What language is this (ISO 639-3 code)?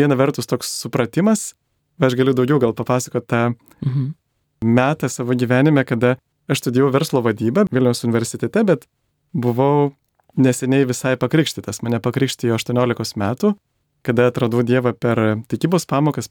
lit